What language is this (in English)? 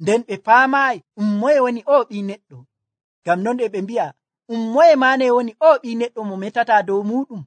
Nigerian Fulfulde